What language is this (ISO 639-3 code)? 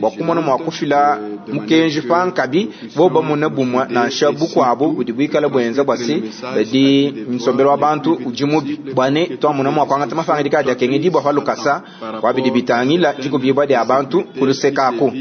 lua